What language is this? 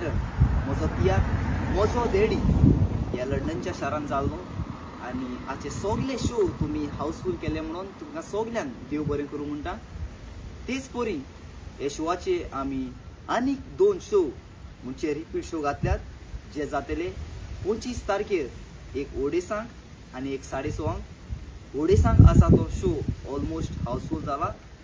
Konkani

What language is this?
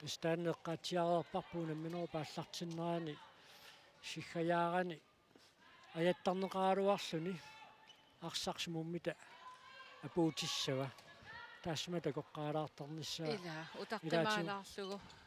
Kalaallisut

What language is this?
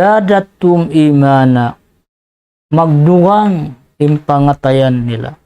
Tausug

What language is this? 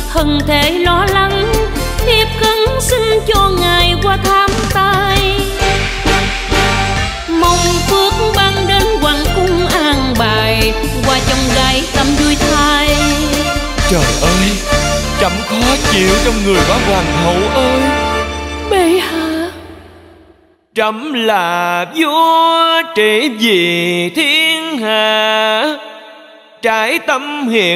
Vietnamese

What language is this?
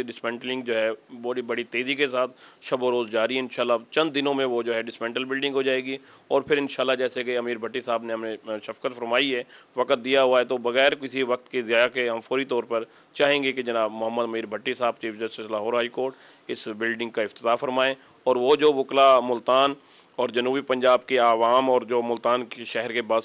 Urdu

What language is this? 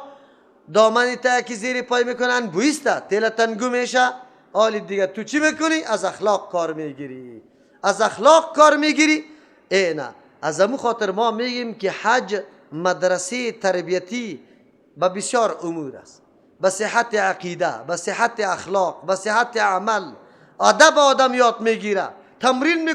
Persian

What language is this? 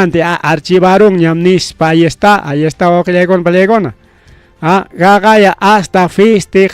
Ayacucho Quechua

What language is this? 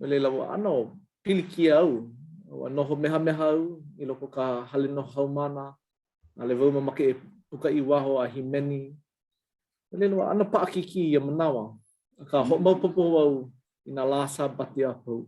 Hawaiian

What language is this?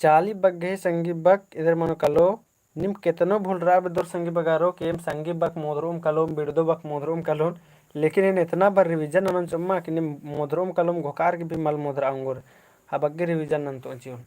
Kurukh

